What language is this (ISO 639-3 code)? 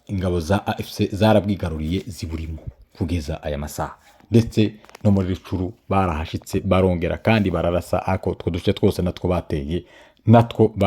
kin